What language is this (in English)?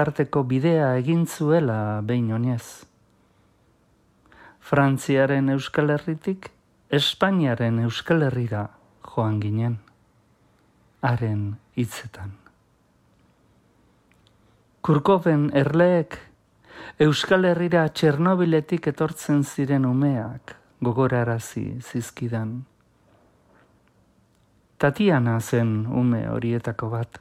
Basque